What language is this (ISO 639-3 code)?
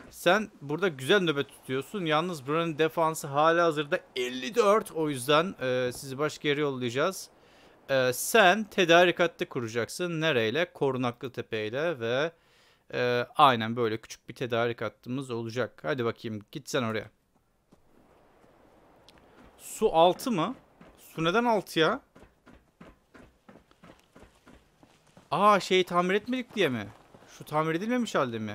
tur